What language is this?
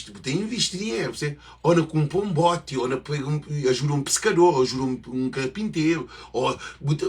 Kabuverdianu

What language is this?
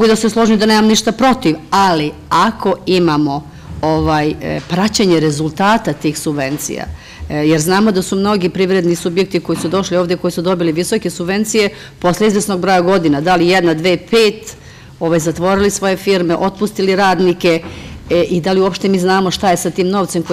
Serbian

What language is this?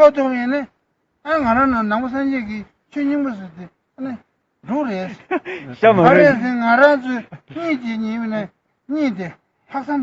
Tibetan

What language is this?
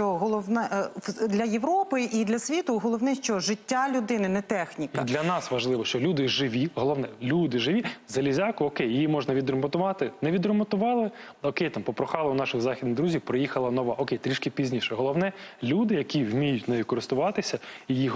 Ukrainian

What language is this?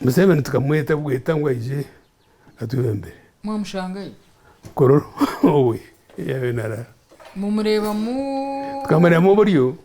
Nyankole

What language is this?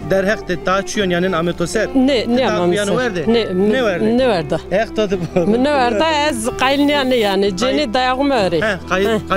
Zaza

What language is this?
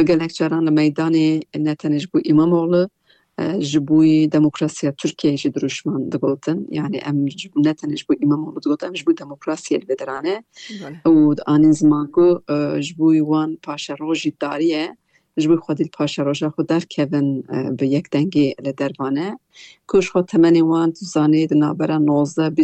Kurdish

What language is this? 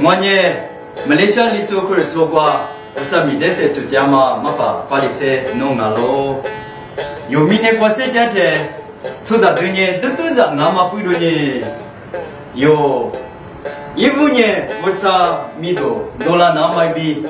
Lisu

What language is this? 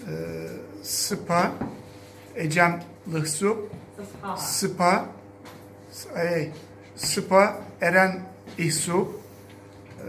Abkhazian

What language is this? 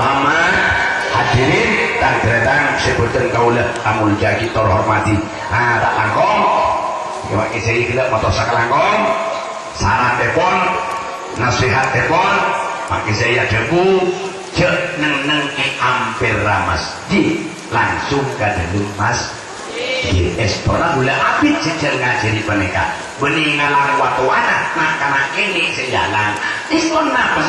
Madurese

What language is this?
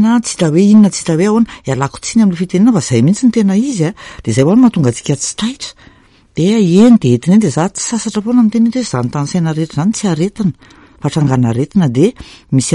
Malagasy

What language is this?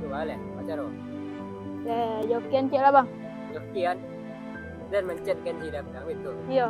Minangkabau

